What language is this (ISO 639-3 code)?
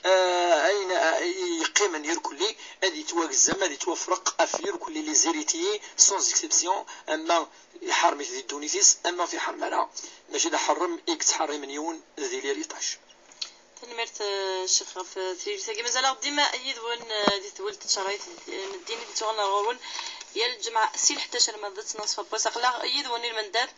kab